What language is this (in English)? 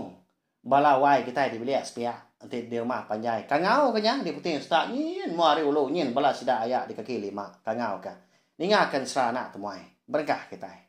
Iban